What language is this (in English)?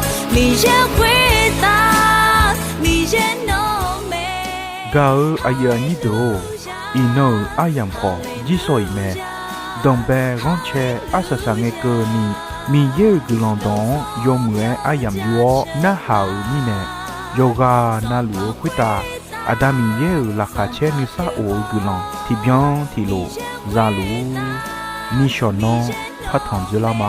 Akha